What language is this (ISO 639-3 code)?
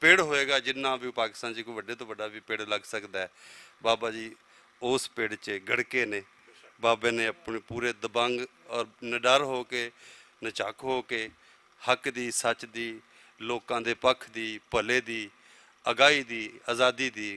lah